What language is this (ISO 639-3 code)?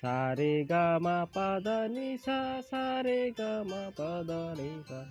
trp